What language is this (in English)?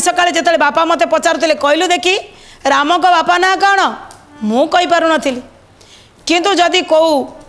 Odia